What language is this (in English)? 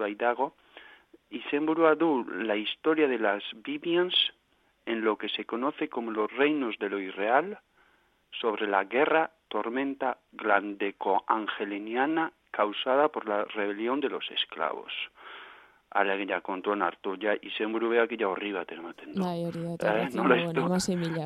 Basque